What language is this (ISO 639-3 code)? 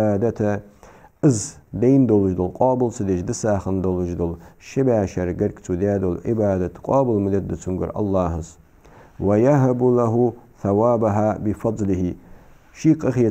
inh